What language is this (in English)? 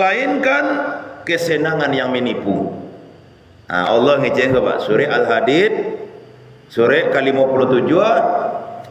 Minangkabau